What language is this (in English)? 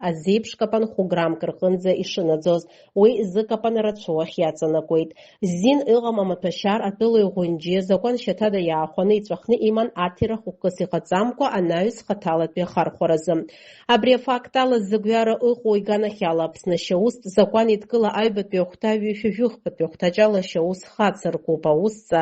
Abkhazian